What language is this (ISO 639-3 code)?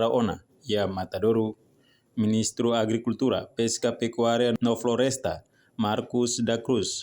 tet